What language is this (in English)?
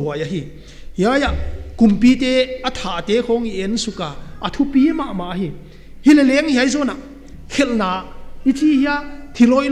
Paite Chin